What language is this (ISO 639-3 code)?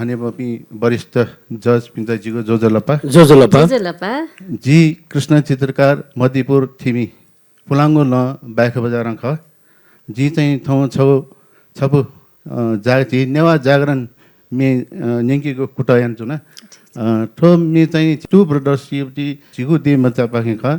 new